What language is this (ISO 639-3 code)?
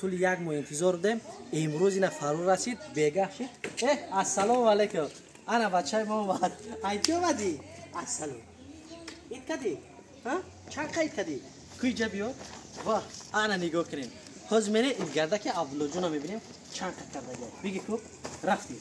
tgk